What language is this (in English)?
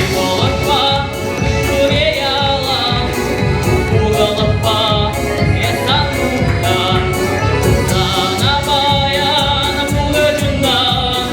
Chuvash